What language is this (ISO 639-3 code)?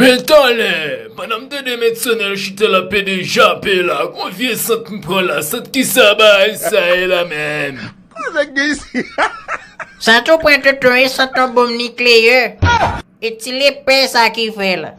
hat